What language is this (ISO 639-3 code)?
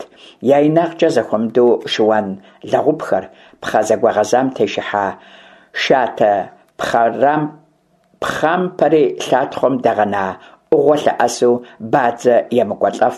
kbd